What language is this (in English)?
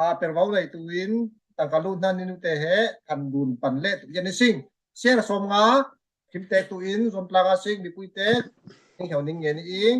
Falam Chin